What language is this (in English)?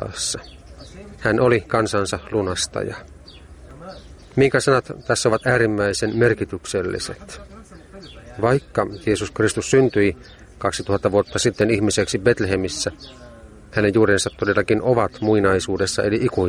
Finnish